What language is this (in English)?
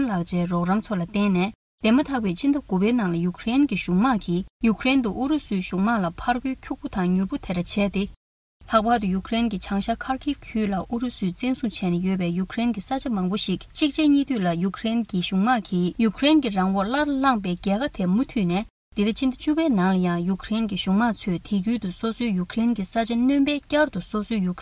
Tibetan